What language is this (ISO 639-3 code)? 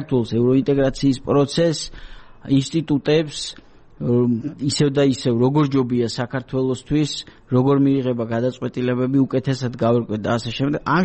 kat